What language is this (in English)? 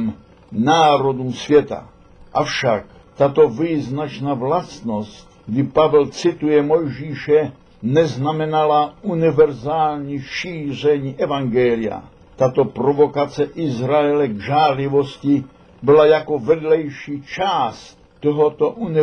Czech